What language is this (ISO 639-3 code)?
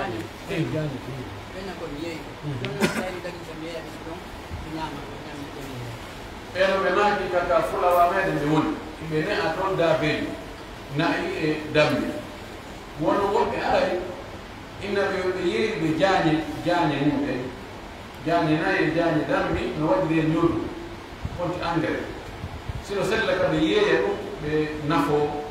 fuf